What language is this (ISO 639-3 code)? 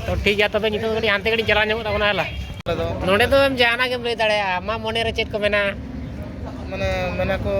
sat